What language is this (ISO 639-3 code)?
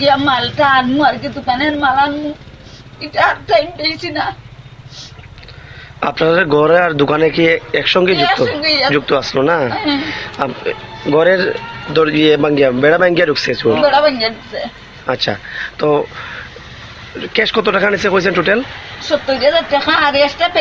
ben